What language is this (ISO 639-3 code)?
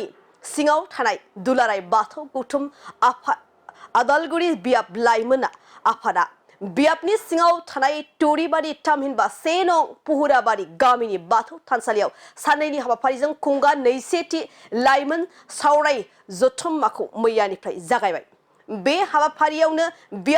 brx